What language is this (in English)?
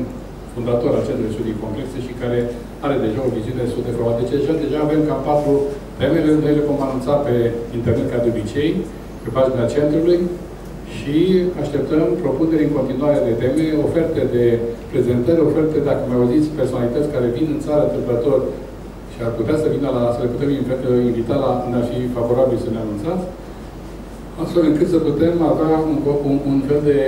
Romanian